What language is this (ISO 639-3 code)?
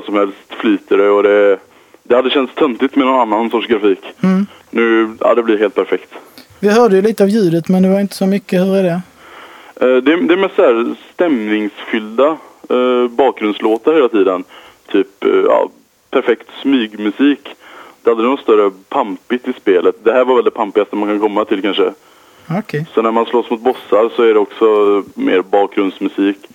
swe